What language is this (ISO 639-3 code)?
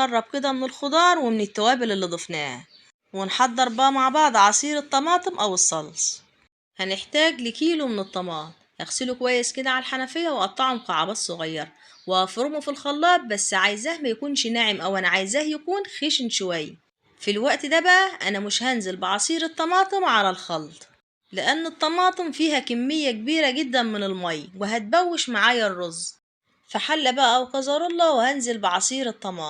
arz